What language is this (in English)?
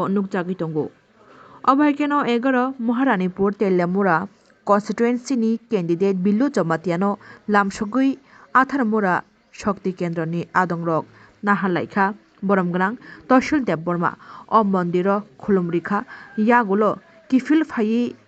Kok Borok